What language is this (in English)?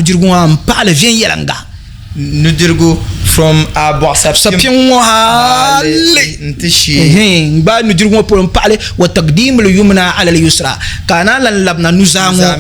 Dagbani